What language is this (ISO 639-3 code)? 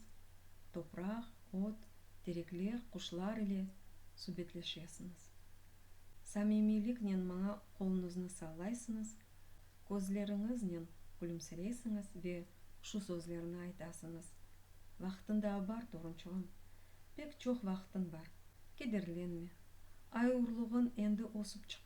crh